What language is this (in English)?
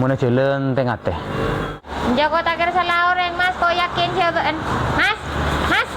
Madurese